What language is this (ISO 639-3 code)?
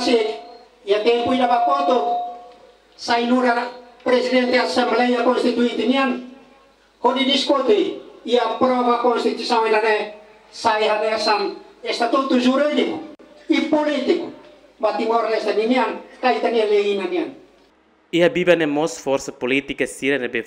tet